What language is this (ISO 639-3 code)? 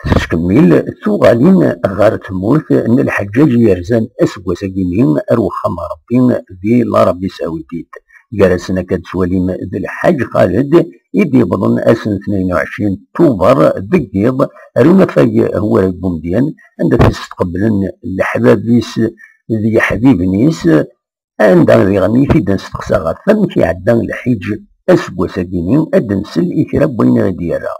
kab